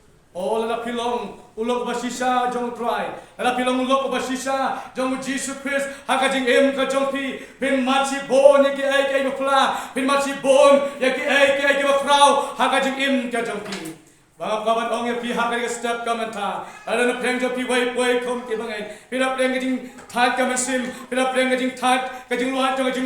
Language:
Khasi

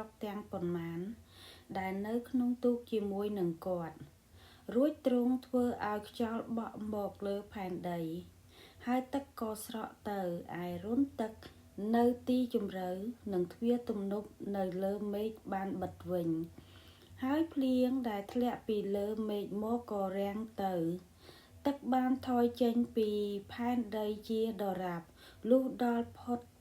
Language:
Khmer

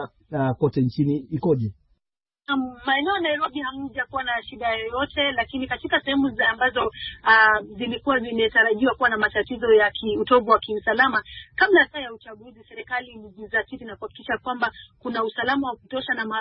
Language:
Swahili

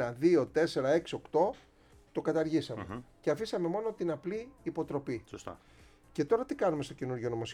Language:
Greek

